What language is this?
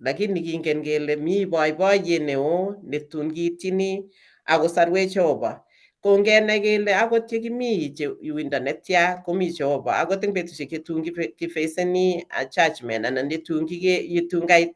Kalenjin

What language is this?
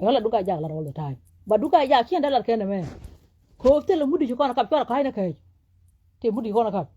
Nuer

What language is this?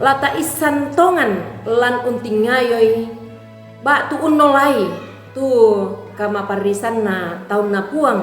Toraja-Sa'dan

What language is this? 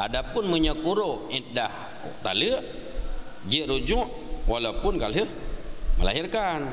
Achinese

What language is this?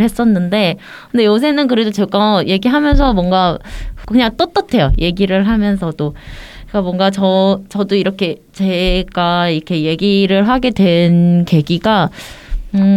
Korean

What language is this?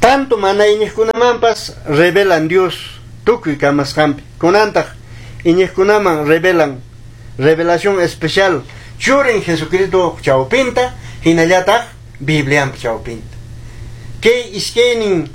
Quechua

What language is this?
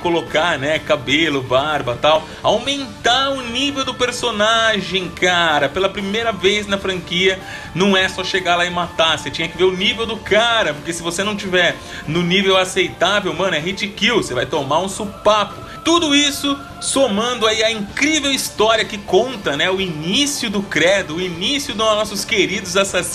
Portuguese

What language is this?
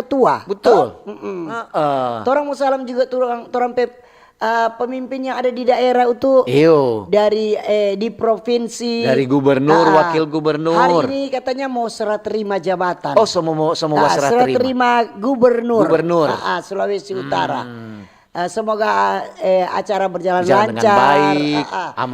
Manado Malay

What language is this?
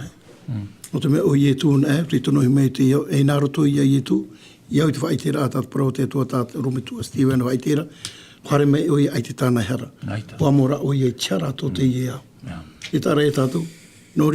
Tahitian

